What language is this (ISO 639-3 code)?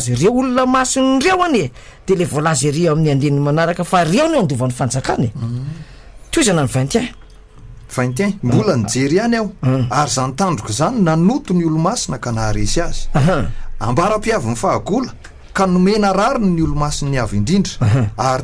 mlg